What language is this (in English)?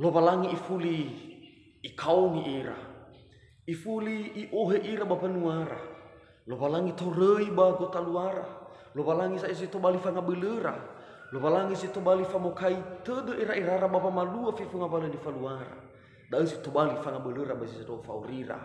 Nias